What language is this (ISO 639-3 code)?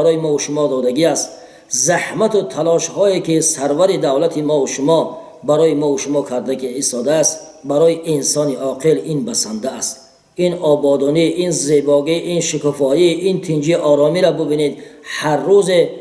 tgk